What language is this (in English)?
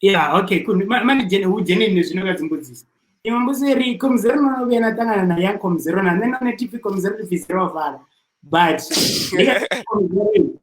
Venda